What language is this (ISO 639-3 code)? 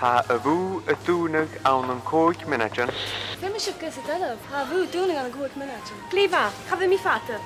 gla